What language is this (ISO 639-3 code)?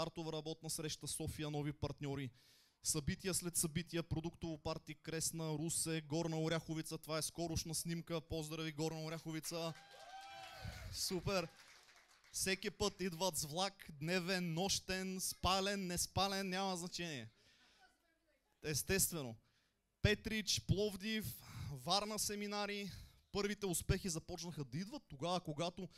bul